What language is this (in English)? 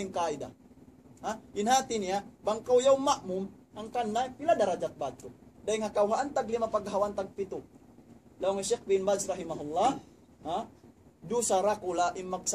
Tausug